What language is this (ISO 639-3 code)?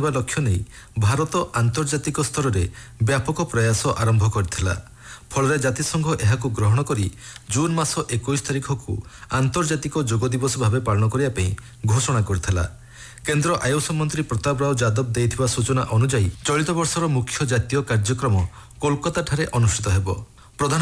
ori